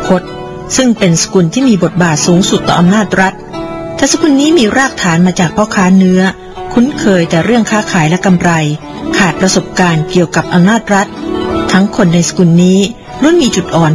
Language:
Thai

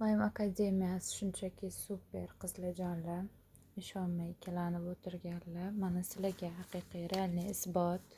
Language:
Uzbek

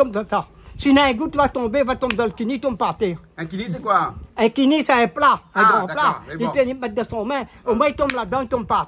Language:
Réunion Creole French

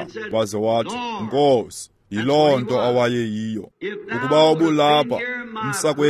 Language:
Xhosa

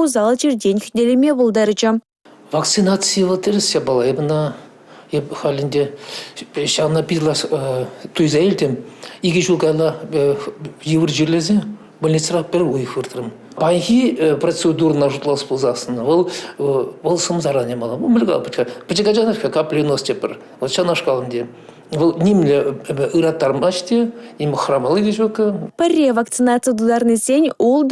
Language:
Chuvash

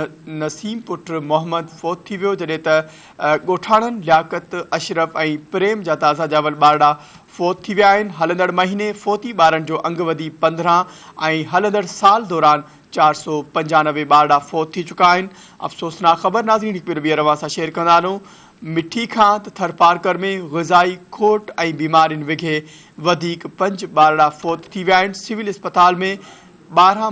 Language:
Sindhi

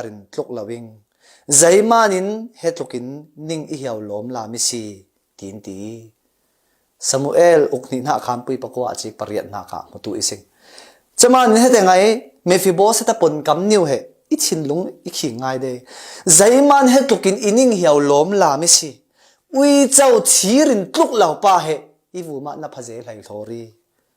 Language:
Falam Chin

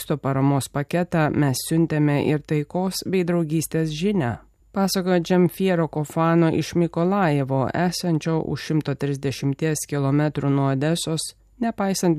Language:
Lithuanian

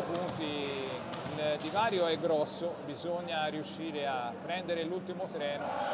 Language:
Italian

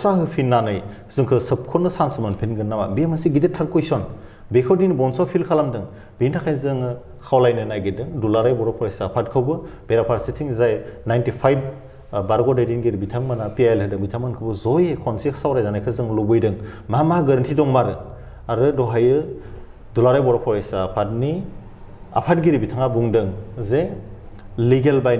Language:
Bodo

